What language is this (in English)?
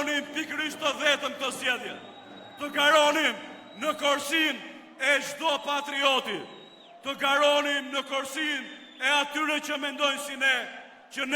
Albanian